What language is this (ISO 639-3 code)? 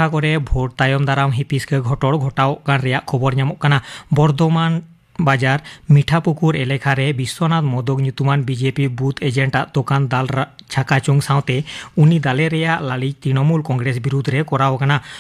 sat